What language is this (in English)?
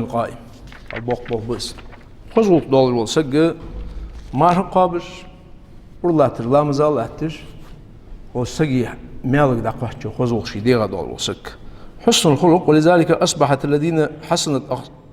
Ingush